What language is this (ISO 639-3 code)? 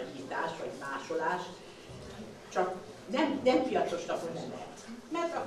hun